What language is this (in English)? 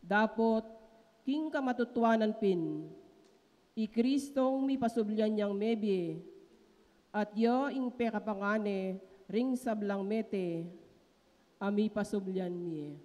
Pampanga